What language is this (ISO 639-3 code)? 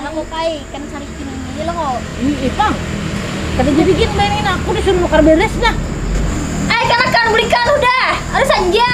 bjn